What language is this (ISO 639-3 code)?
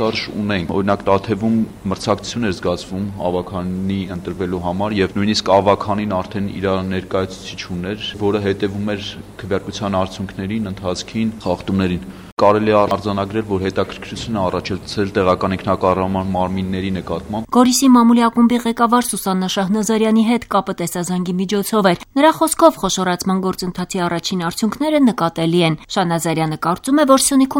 hye